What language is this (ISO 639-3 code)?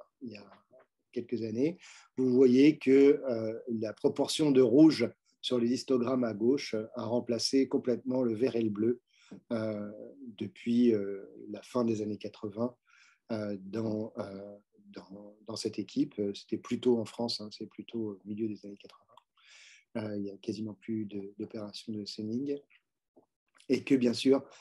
fra